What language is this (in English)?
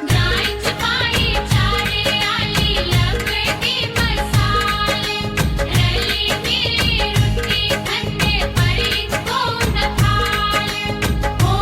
Dogri